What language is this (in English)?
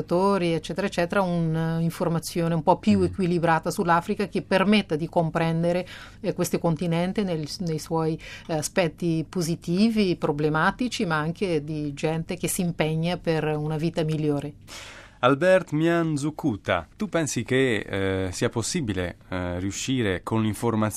Italian